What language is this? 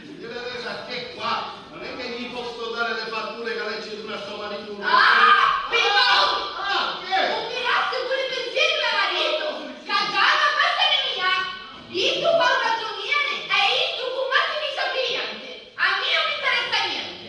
Sicilian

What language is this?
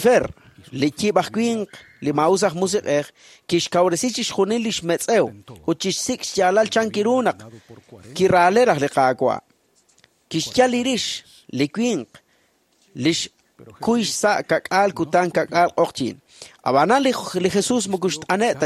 Kekchí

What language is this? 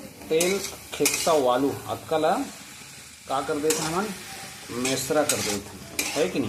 Chhattisgarhi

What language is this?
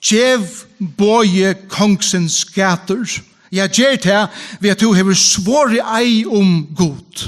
Faroese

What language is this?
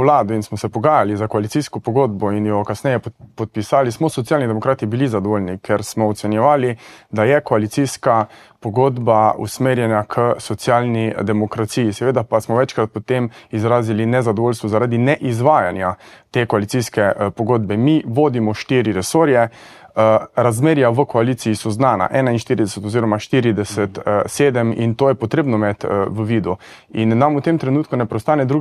Slovenian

